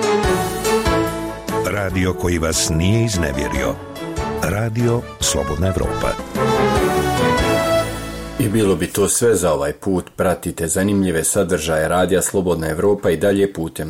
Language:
Bosnian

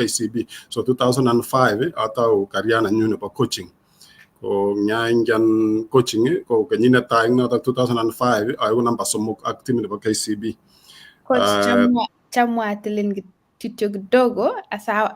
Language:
Kalenjin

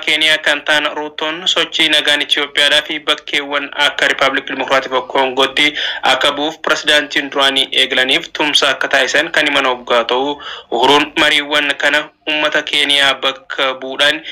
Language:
Oromo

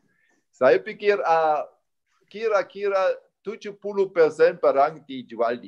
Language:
Indonesian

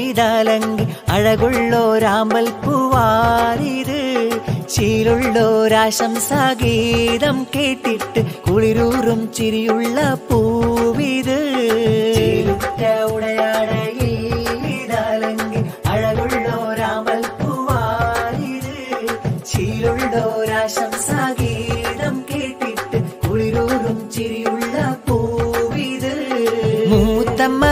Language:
Malayalam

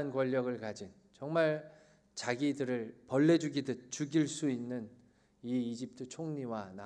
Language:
Korean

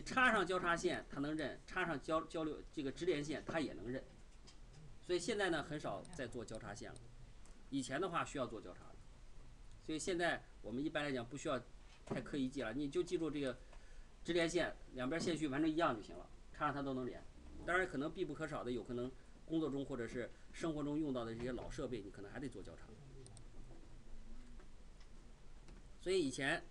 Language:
Chinese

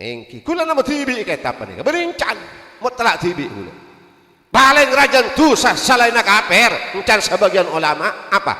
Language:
Madurese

